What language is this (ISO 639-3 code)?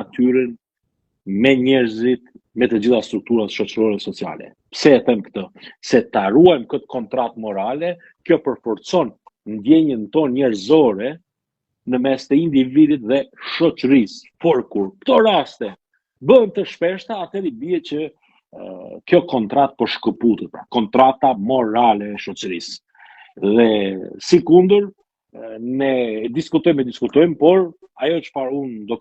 sqi